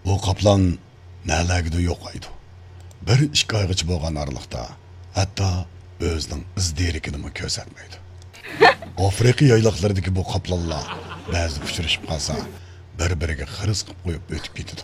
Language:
Uyghur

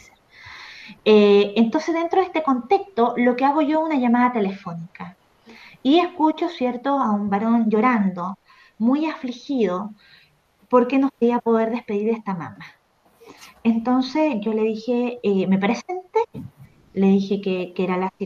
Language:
Spanish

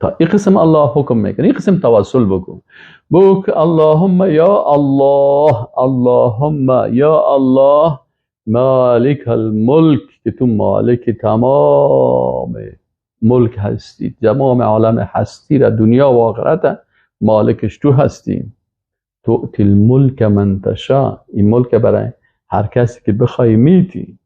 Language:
Persian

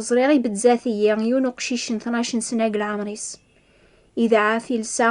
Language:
Kabyle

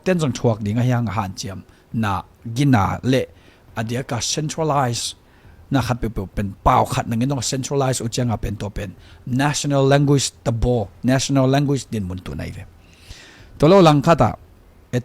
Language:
Tedim Chin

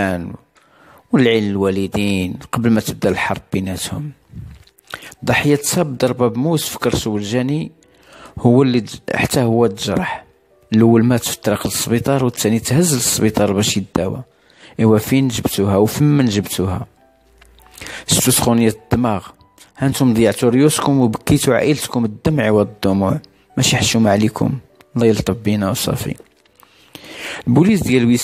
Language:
Moroccan Arabic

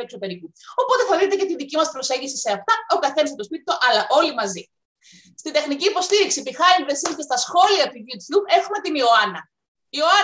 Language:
Greek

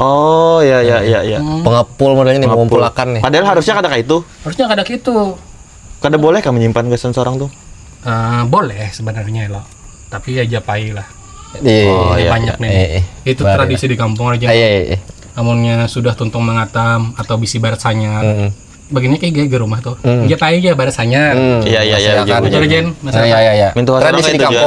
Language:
Banjar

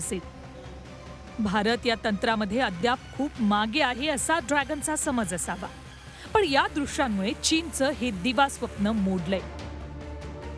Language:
Marathi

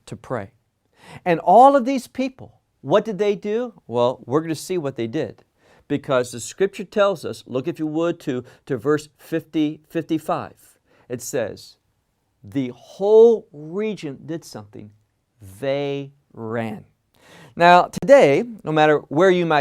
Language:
English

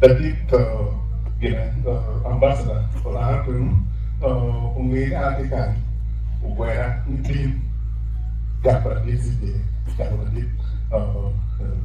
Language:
Acoli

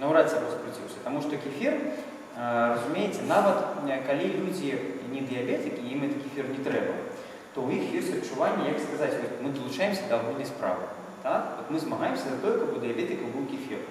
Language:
Belarusian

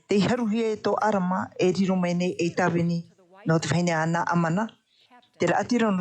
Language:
Tahitian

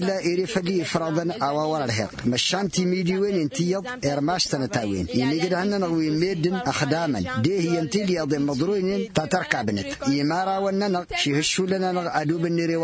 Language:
Tamasheq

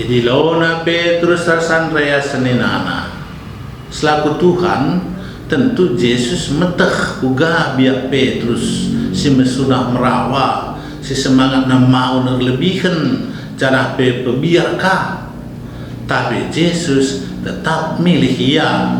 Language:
Batak Karo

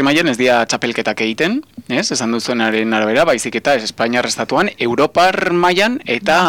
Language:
Basque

